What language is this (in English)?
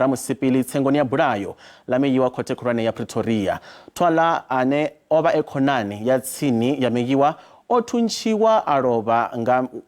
Venda